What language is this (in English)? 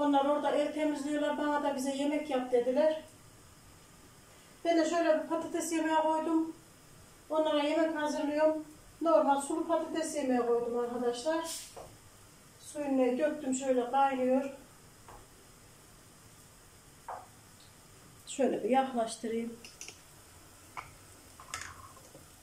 Turkish